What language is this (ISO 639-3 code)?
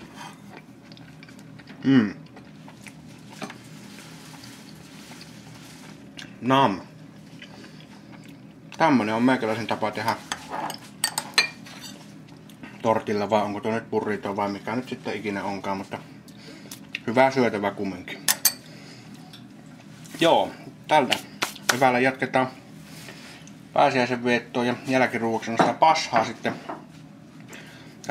fin